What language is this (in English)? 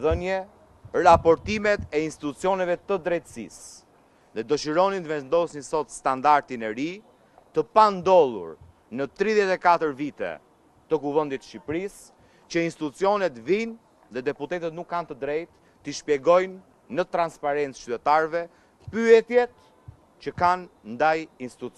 Albanian